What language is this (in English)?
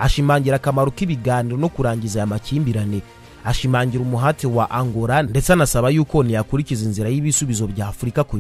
Kinyarwanda